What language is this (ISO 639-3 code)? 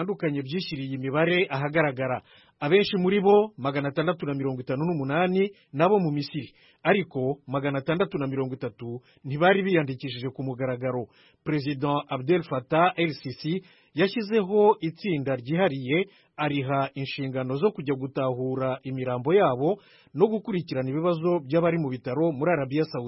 kin